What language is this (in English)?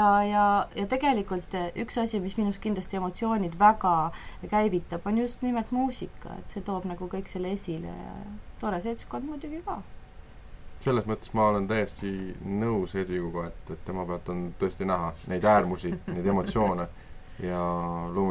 Estonian